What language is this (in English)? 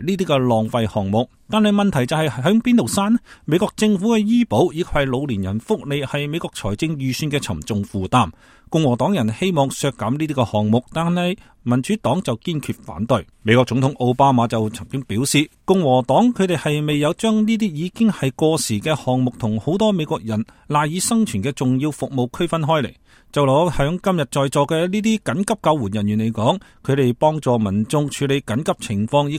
Cantonese